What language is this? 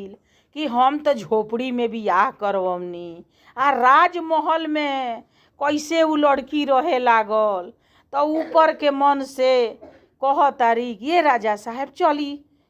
Bhojpuri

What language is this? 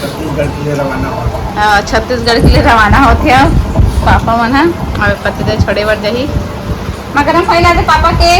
Chhattisgarhi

